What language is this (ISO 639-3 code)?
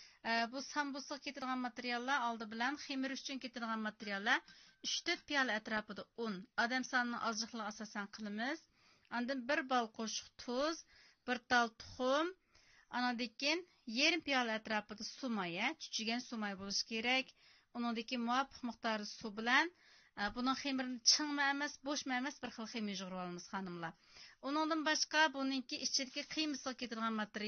uig